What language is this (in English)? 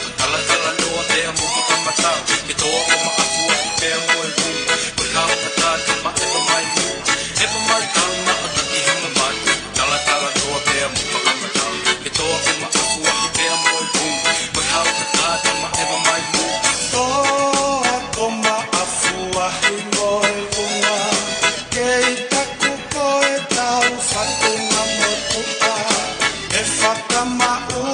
Tongan